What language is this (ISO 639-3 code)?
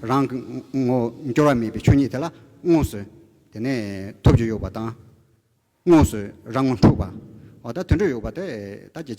bod